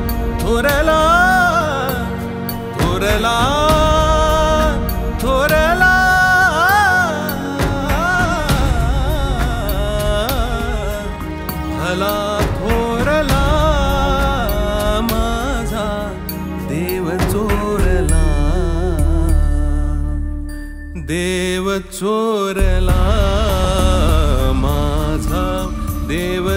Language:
Marathi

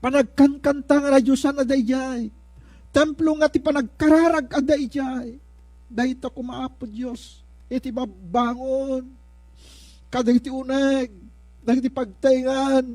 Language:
Iloko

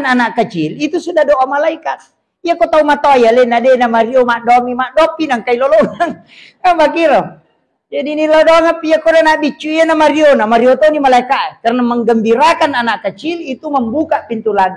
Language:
Buginese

